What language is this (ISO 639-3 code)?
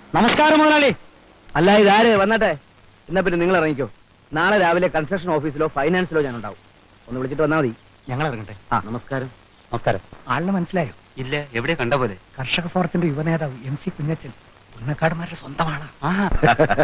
mal